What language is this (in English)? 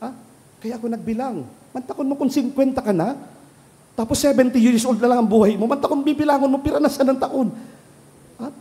Bikol